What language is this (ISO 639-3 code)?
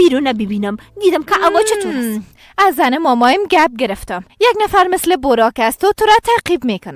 fas